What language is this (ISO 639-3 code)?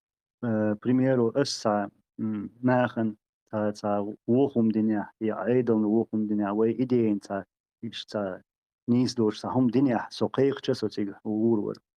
che